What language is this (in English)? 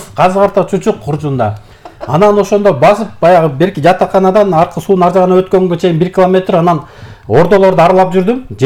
Kyrgyz